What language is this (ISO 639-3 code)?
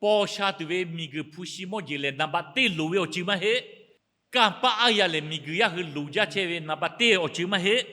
lhu